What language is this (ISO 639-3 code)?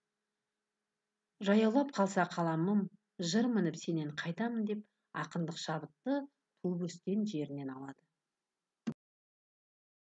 kaz